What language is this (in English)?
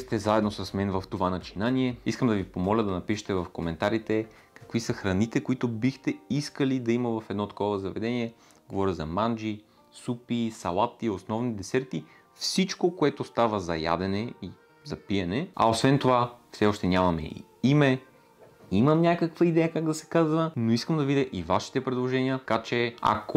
Bulgarian